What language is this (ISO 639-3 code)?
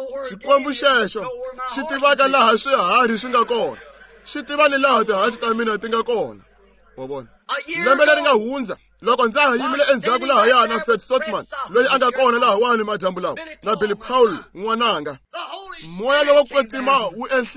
tso